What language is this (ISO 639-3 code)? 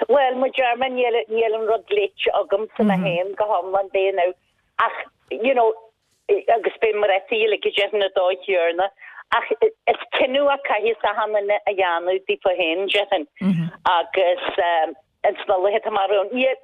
gle